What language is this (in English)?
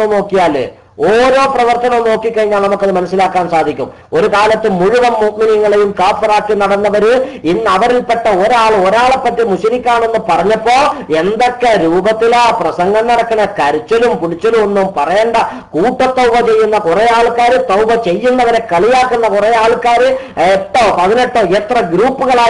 Malayalam